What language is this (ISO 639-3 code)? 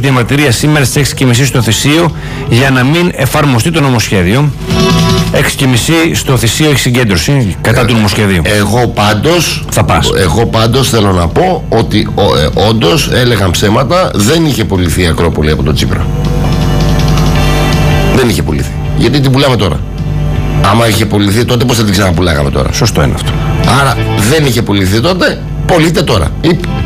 ell